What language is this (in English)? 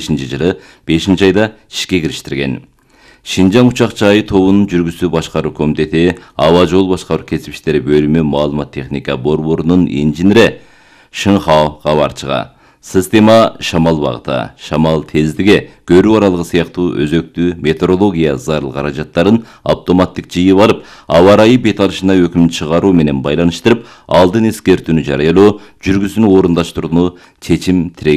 Kyrgyz